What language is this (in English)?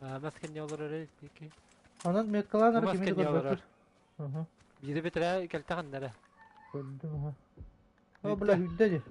Yakut